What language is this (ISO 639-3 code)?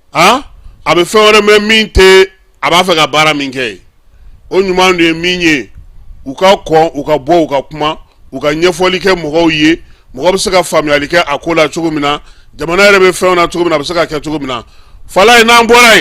bam